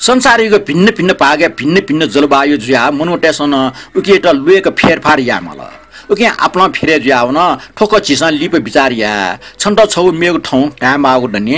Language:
Newari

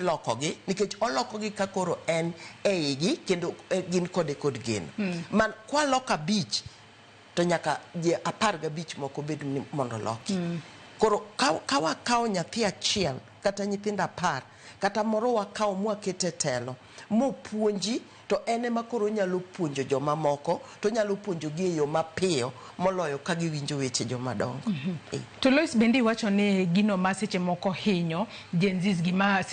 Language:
Luo (Kenya and Tanzania)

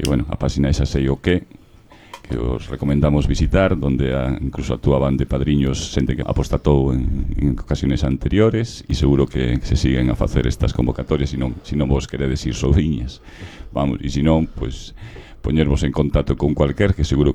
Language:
Galician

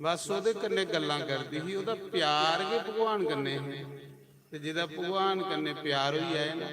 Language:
Dogri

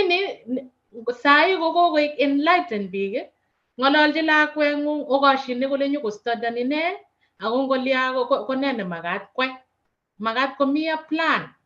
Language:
Kalenjin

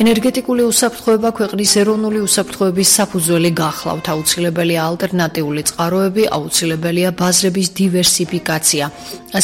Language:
Georgian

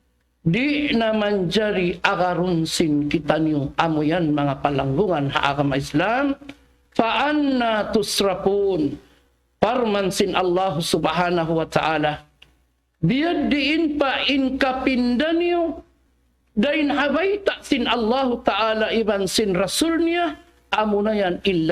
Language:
Tausug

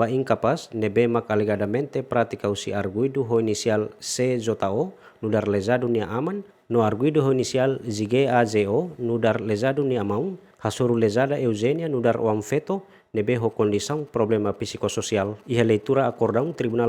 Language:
Tetum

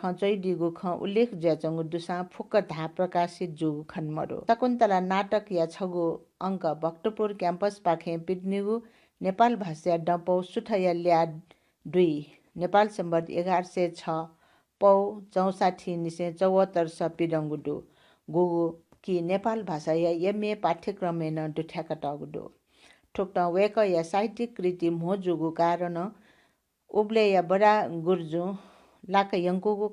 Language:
Newari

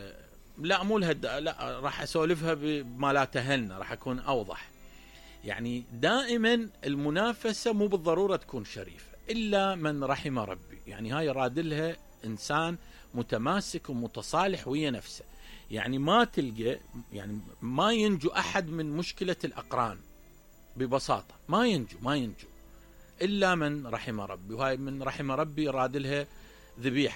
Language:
Mesopotamian Arabic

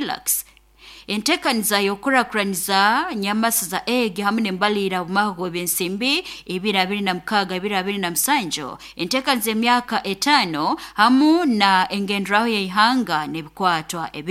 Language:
Nyoro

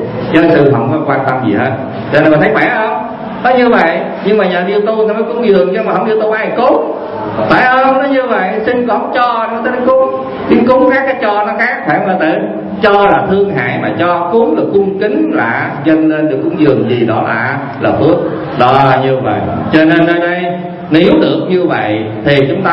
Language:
Vietnamese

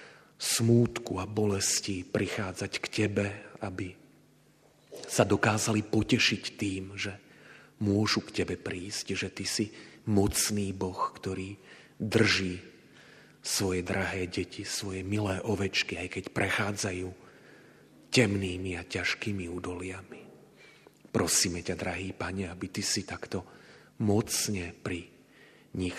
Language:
Slovak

